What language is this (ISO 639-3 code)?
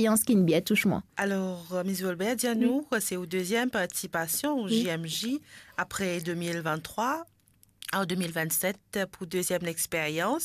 mfe